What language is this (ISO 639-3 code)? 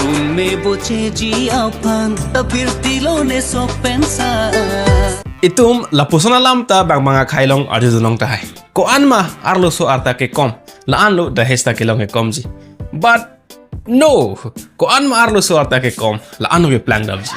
mjw